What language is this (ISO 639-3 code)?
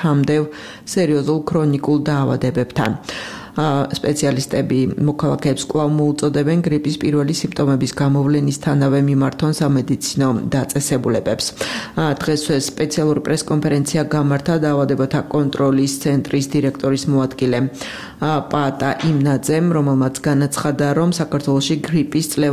kat